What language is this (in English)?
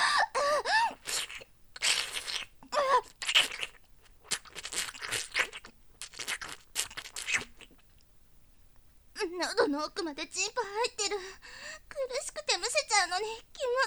Japanese